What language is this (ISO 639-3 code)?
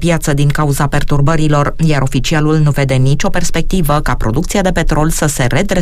ron